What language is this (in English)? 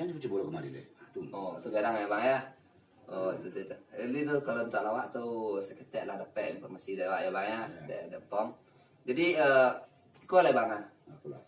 Minangkabau